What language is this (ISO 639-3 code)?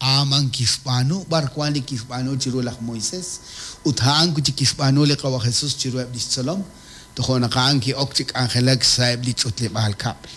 kek